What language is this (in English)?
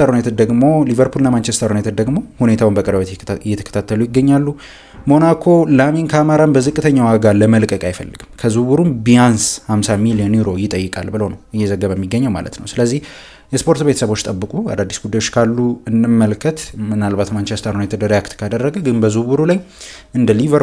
Amharic